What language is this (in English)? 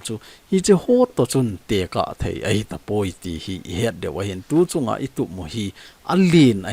Thado Chin